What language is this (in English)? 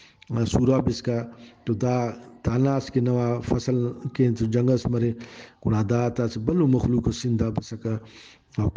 Brahui